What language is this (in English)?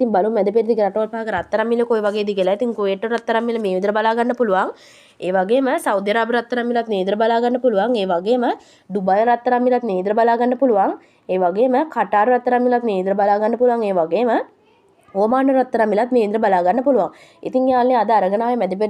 Sinhala